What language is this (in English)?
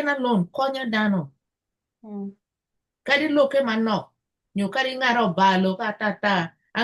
Acoli